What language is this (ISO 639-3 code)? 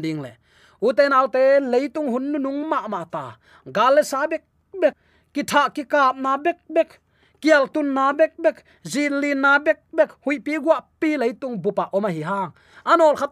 ctd